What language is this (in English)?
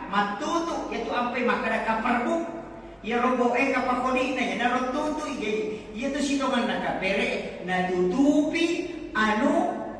Buginese